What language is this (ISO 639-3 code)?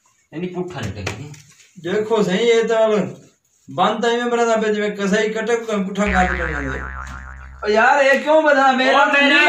skr